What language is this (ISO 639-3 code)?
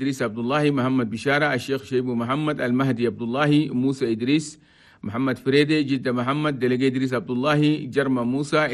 shu